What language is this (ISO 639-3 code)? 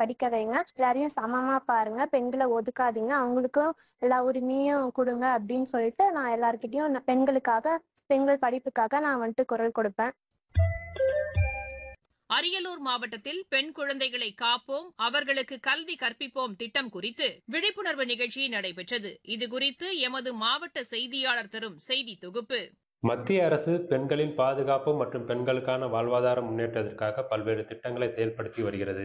tam